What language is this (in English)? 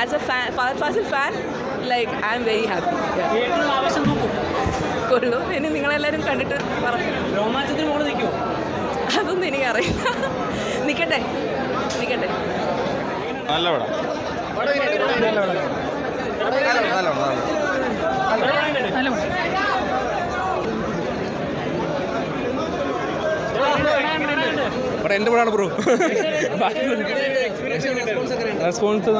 Malayalam